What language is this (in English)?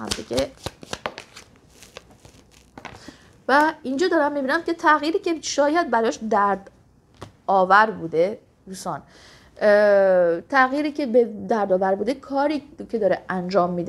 Persian